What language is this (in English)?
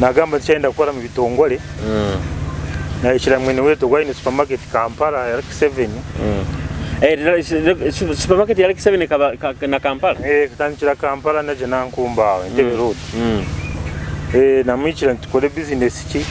Nyoro